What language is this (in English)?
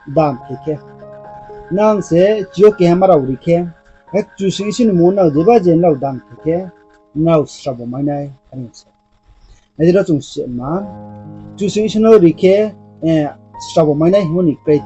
Riang (India)